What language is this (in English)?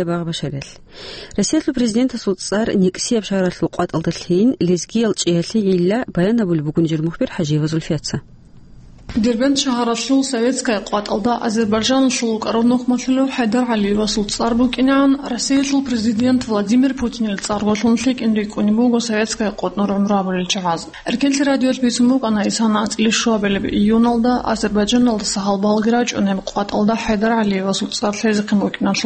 Avaric